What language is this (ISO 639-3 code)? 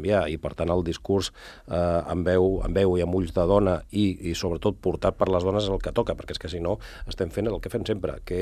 cat